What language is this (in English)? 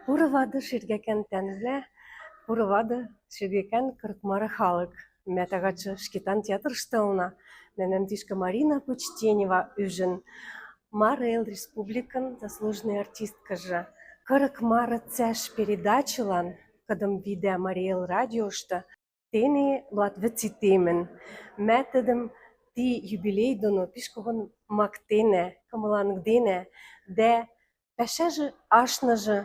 Western Mari